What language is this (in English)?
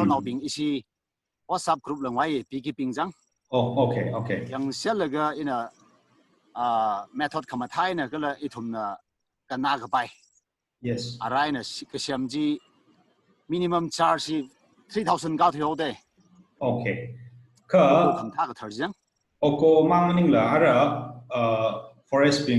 Tangkhul Naga (India)